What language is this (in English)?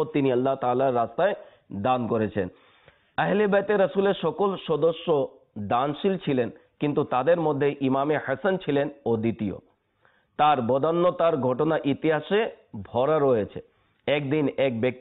Bangla